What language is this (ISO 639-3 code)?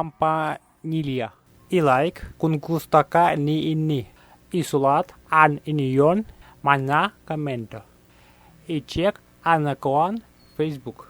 ceb